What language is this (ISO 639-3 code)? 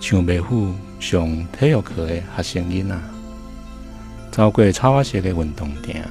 nan